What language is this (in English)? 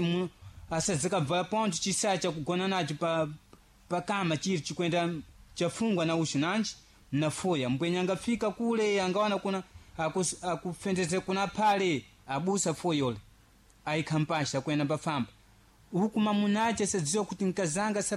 Sena